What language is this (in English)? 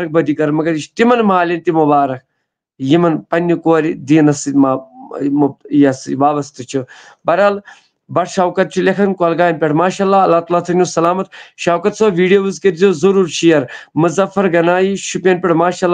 Kashmiri